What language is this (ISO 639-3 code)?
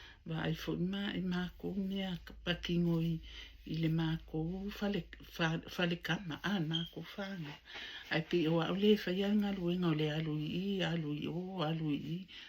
smo